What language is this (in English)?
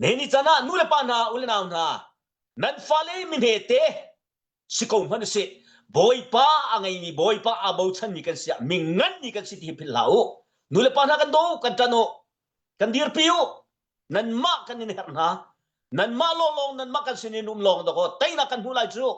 Hakha Chin